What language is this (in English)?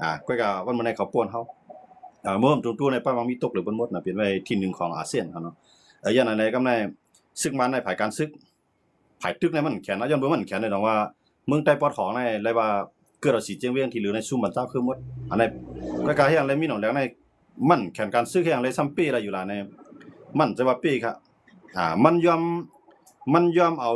Shan